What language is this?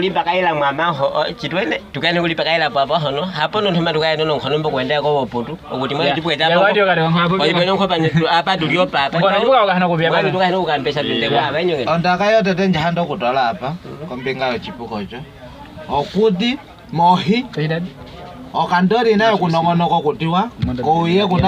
Nyaneka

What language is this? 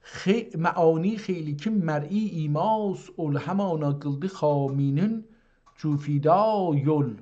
South Azerbaijani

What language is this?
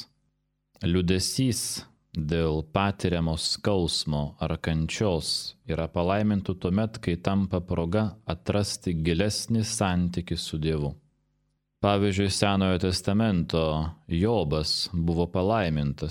Lithuanian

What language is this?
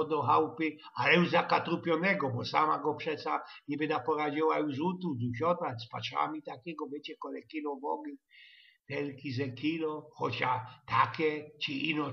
Silesian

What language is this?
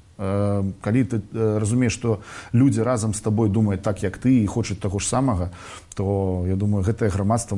Belarusian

